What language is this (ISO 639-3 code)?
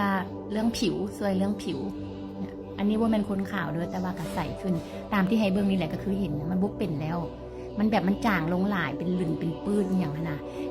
lao